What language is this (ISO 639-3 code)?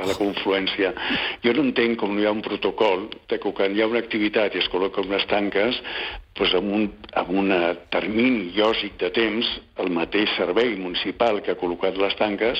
cat